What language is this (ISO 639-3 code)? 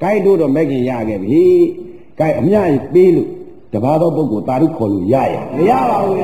mya